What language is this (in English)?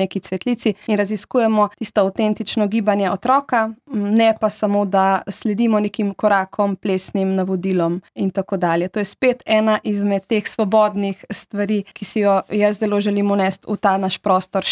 Slovenian